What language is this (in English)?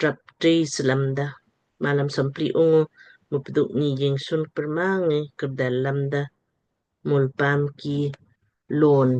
Lamkang